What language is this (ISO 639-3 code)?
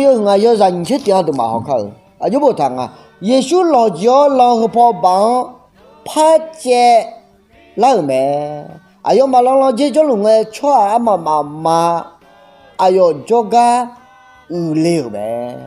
ahk